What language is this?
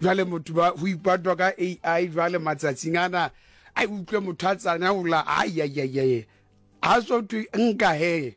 Southern Sotho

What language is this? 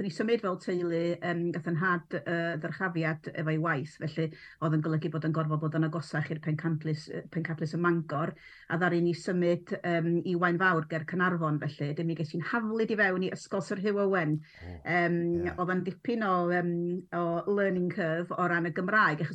Welsh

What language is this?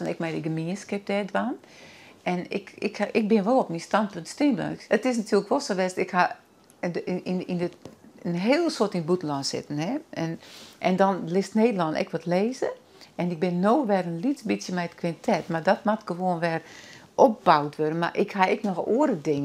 Western Frisian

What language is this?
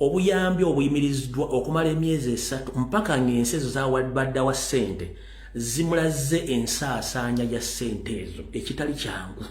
Ganda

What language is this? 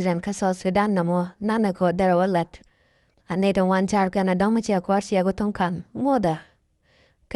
Nuer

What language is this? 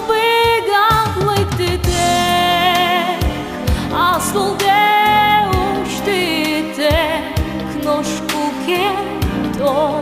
Udmurt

